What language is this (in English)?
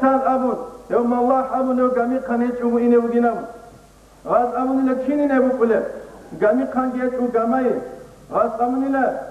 Avaric